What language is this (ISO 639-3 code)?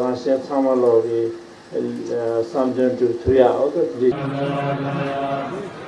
bod